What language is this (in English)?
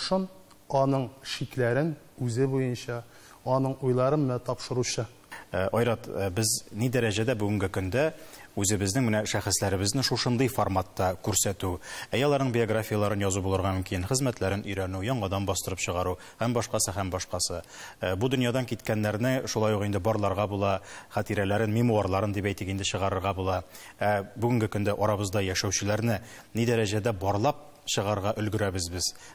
Tatar